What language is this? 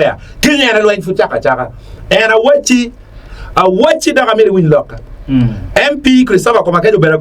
Acoli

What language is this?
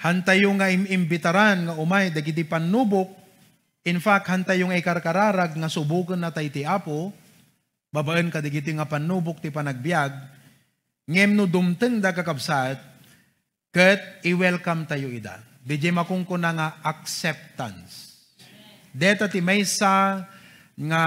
Iloko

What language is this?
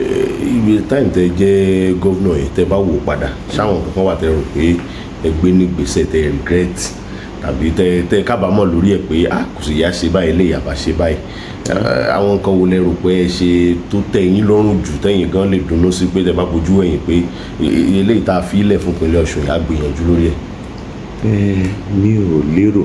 Yoruba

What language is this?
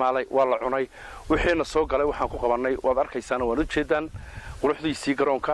Somali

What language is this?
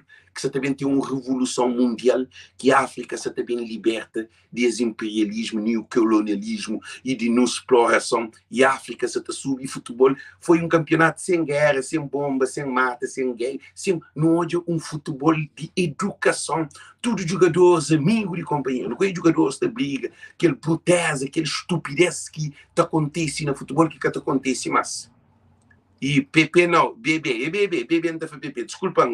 Kabuverdianu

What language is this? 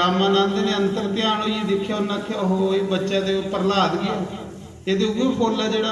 Dogri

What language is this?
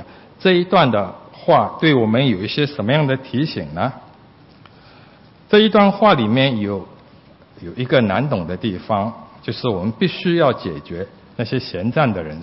Chinese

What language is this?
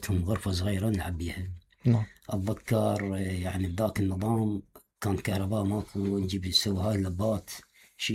Mesopotamian Arabic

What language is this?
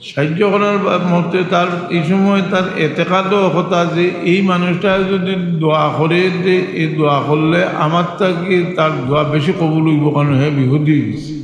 Sylheti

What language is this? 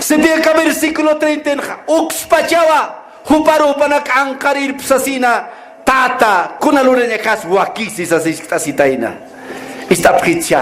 Aymara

